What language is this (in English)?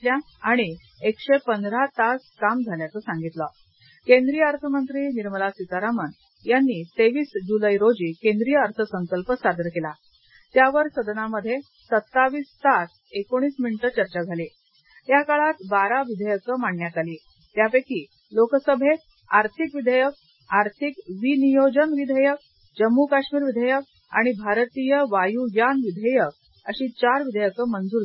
Marathi